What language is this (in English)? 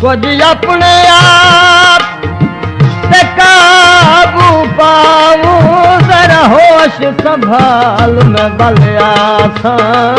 Saraiki